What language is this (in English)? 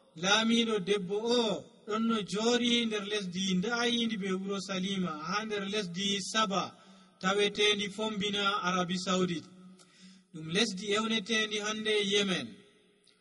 Nigerian Fulfulde